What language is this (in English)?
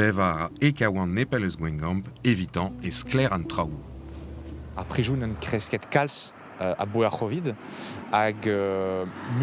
Breton